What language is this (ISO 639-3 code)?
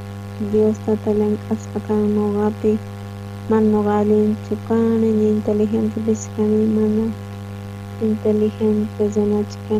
quh